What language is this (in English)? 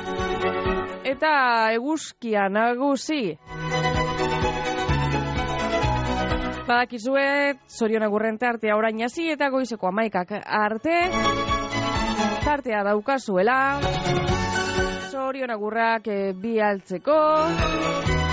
Basque